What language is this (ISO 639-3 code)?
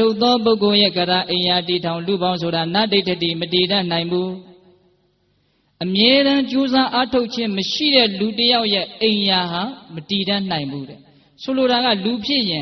mya